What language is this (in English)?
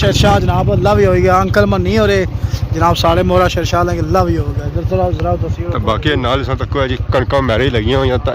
Pahari-Potwari